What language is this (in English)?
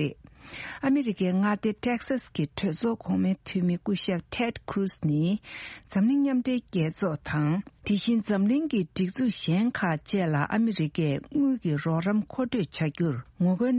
Tibetan